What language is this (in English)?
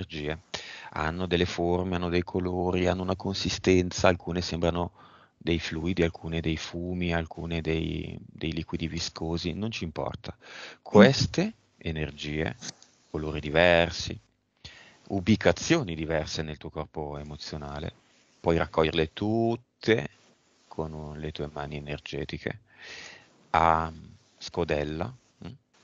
Italian